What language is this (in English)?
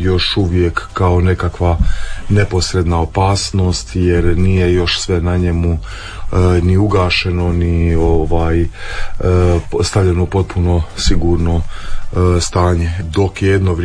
Croatian